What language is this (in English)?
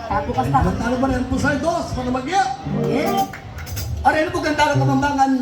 Pampanga